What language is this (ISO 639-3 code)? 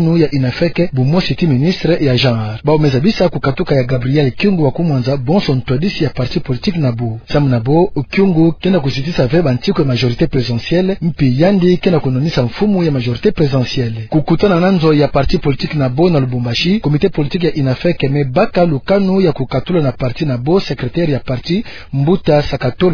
ktu